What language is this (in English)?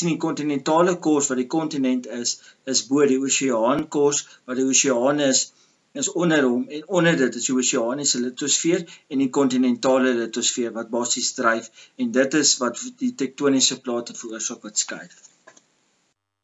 Afrikaans